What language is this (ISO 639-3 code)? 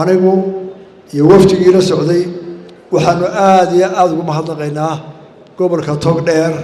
som